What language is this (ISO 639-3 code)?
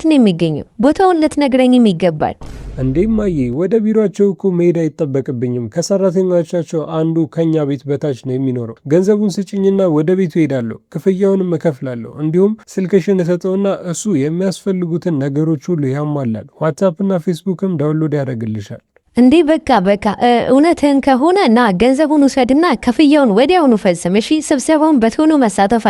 amh